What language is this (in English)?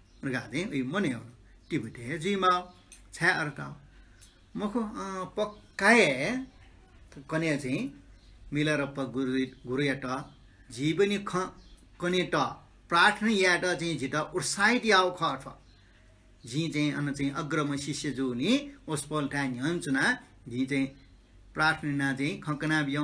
Newari